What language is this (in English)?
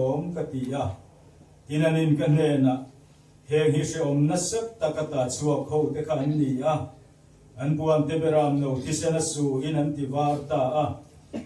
Mizo